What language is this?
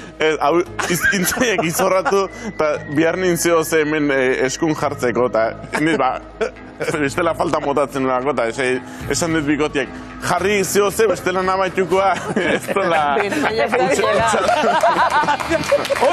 Basque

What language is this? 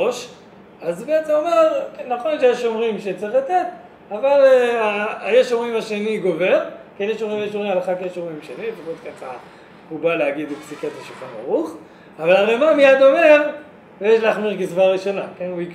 Hebrew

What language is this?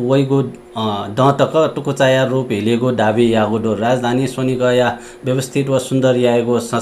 Newari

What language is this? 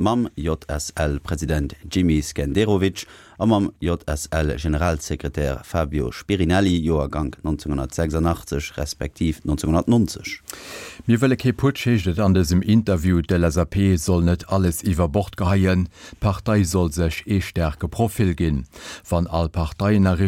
Luxembourgish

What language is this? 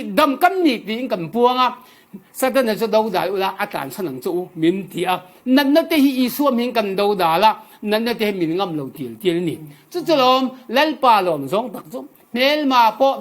Falam Chin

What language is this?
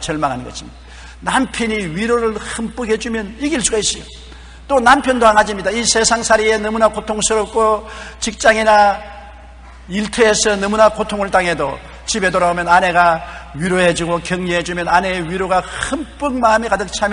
Korean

